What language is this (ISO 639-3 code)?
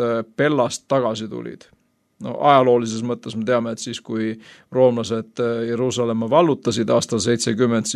est